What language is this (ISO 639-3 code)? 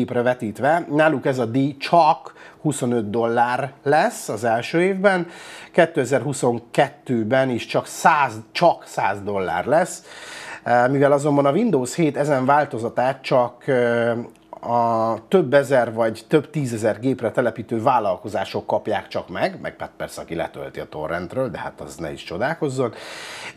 hun